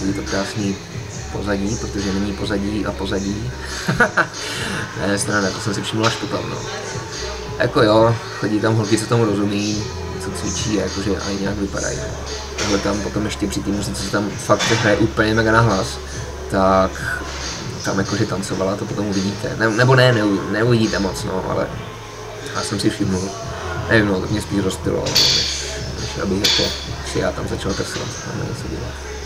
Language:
Czech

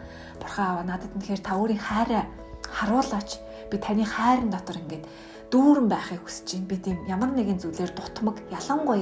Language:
Mongolian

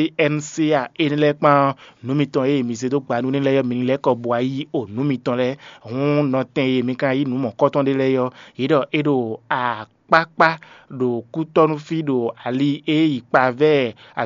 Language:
Fon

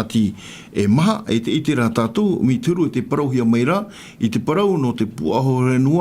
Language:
Tahitian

